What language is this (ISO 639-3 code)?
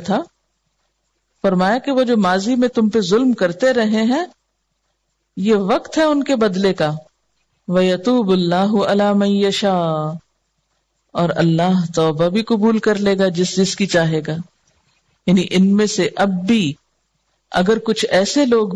urd